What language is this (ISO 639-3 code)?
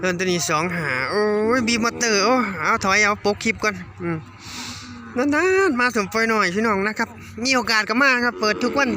tts